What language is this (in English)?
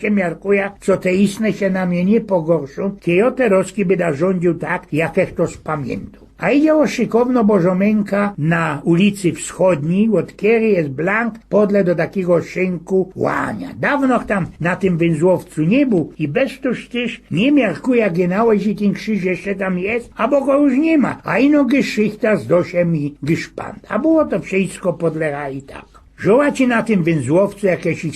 Silesian